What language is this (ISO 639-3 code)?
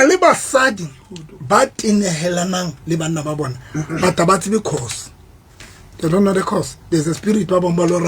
sot